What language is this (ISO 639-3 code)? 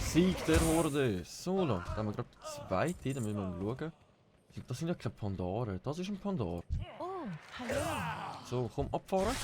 gsw